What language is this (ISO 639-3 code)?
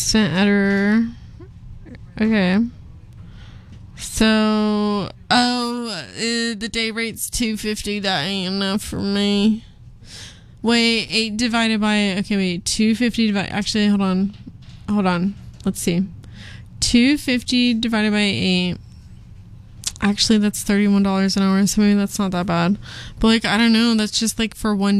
eng